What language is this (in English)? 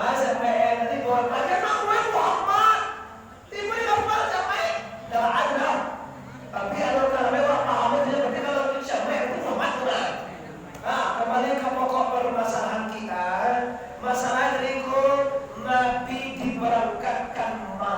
Minangkabau